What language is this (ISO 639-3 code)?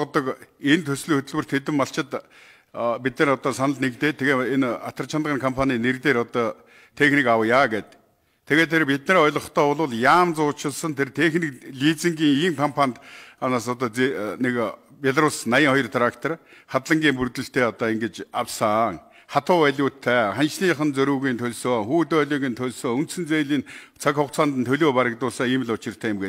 mon